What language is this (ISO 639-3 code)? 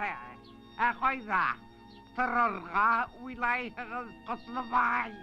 bak